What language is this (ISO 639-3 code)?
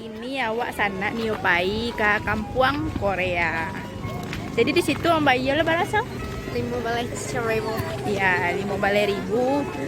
min